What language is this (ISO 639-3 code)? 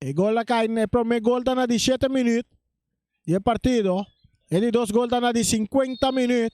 pap